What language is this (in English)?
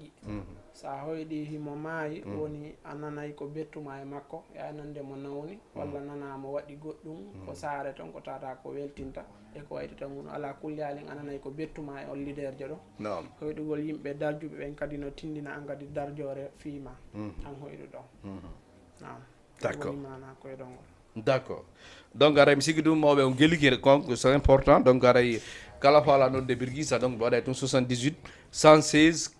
Fula